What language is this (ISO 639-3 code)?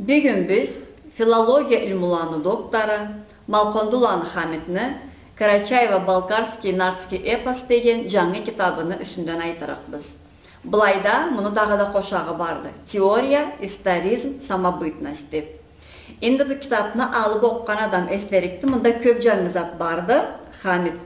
krc